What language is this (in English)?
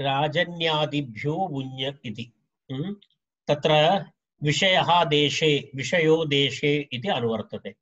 Sanskrit